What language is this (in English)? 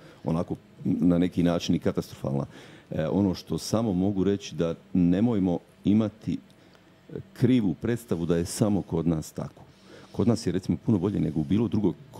Croatian